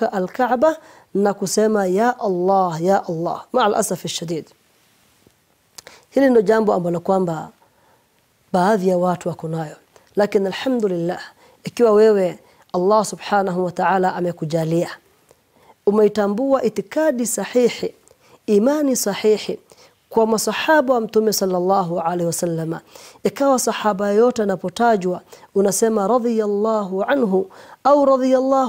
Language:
Swahili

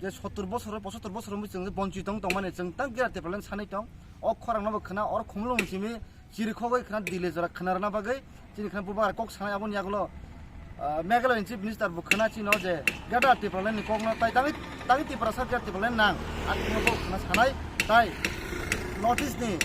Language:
Kok Borok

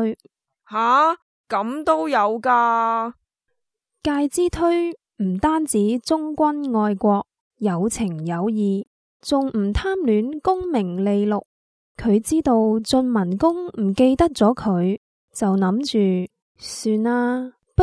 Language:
Cantonese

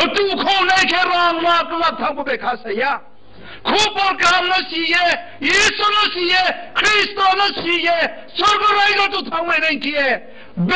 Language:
Riang (India)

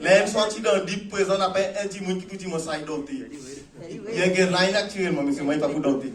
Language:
Seselwa Creole French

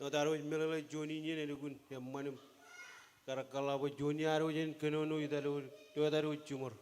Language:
Marshallese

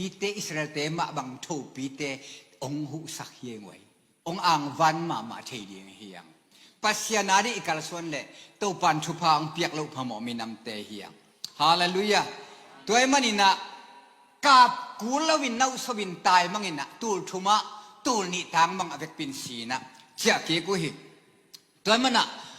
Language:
Tedim Chin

